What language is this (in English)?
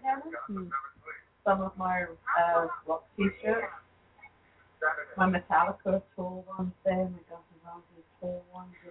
English